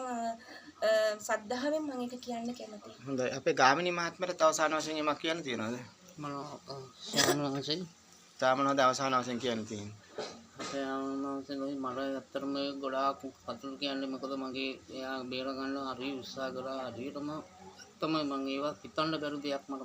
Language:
Sinhala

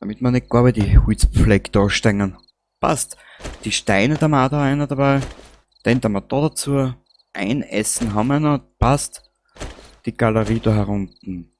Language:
Bavarian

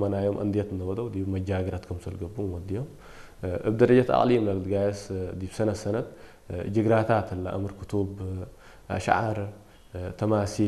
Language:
Tigre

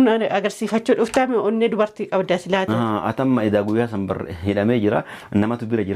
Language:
Oromo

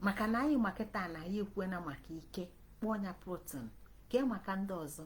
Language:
Igbo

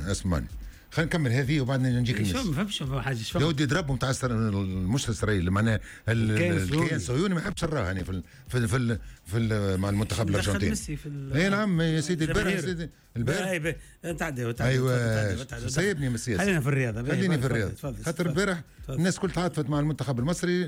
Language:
Tunisian Arabic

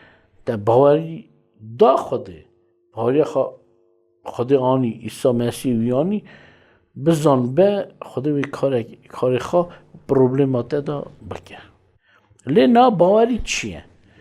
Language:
Kurdish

